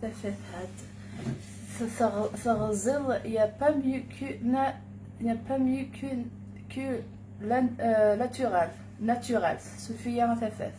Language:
Kabyle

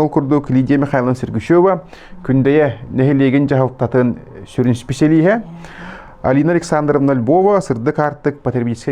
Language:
Yakut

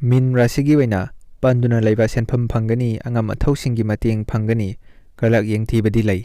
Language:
Manipuri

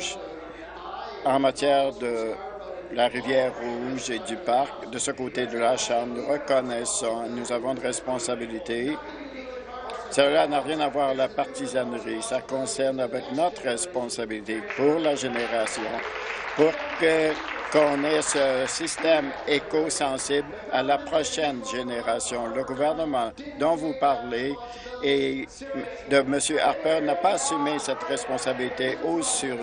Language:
French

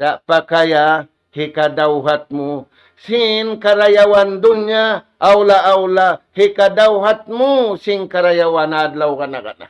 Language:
Tausug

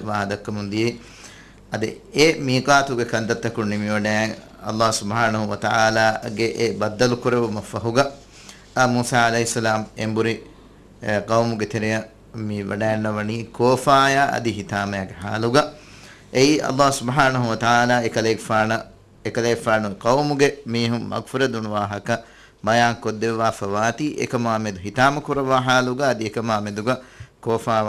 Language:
Divehi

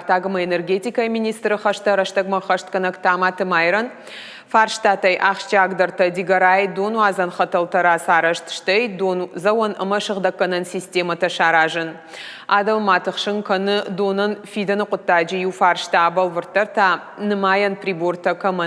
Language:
Ossetic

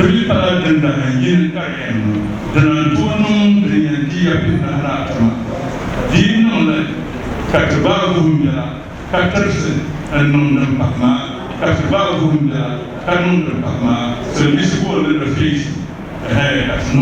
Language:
Dagbani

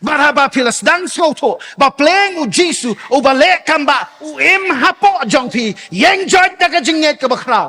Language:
Khasi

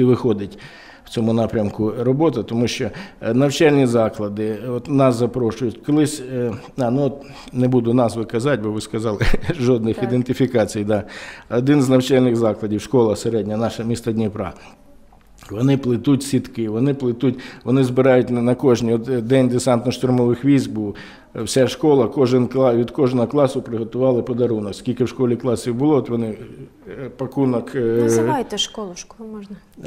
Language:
Ukrainian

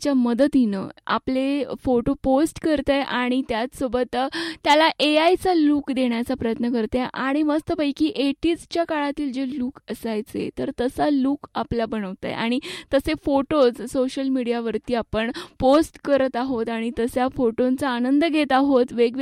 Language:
Marathi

